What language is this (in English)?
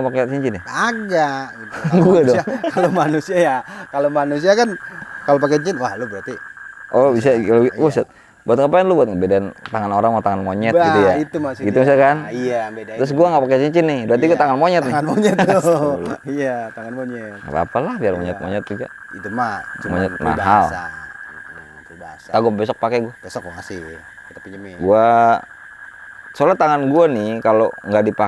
Betawi